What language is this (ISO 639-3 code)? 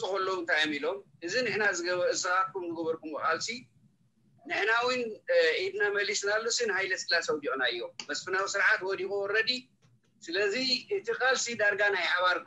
tir